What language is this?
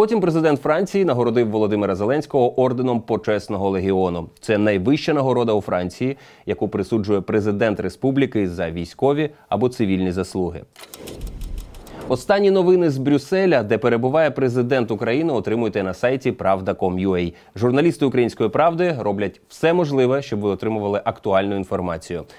Ukrainian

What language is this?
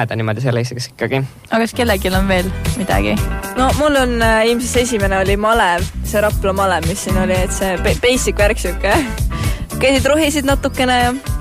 Estonian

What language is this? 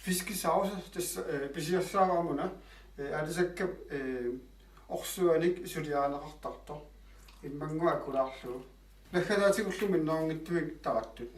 Kalaallisut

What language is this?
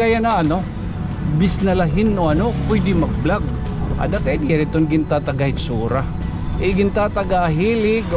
Waray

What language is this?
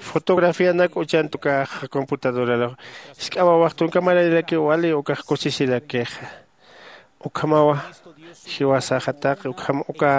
Aymara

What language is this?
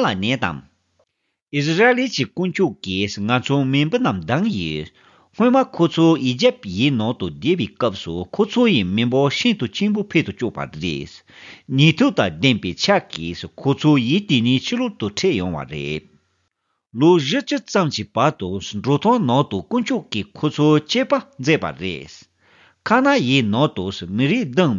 Tibetan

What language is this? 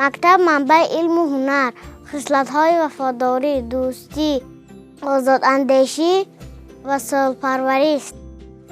Tajik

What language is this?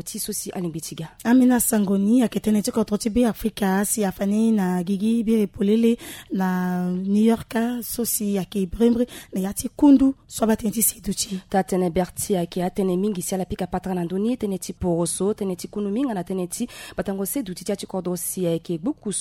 Sango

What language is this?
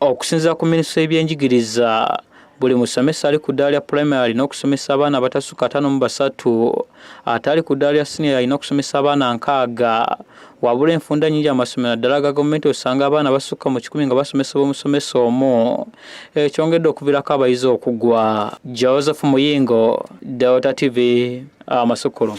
Ganda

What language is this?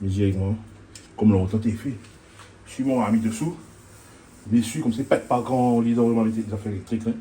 Réunion Creole French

